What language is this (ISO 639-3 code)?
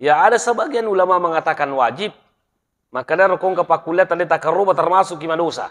bug